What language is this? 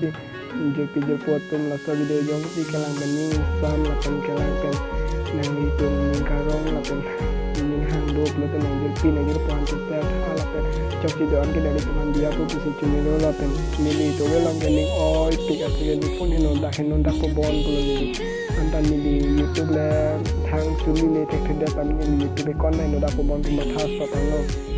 Karbi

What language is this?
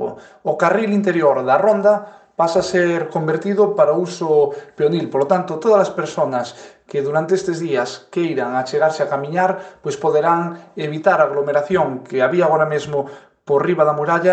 Galician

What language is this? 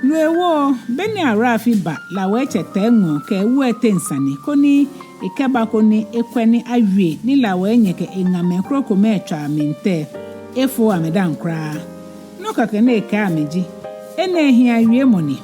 Ga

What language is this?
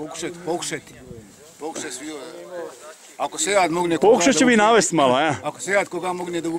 Bosnian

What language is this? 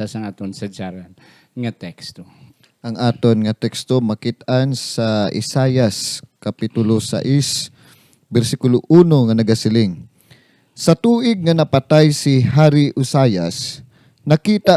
Hiligaynon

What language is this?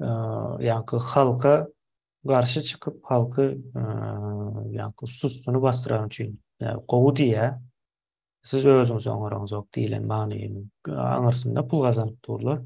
Turkmen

